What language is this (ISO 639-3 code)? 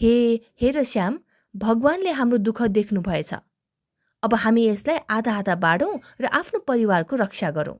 nep